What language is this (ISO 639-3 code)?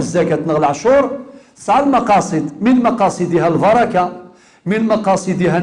kab